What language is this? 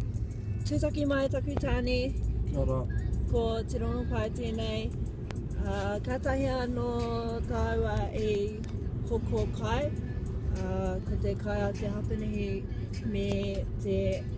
Māori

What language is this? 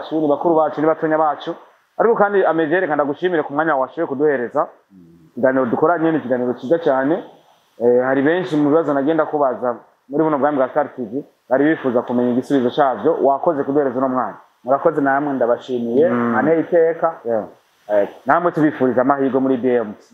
Rundi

